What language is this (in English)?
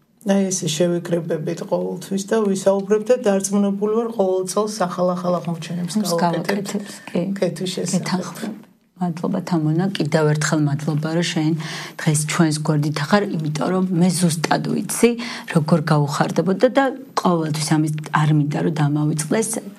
Georgian